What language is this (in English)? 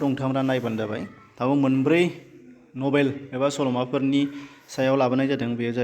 Bodo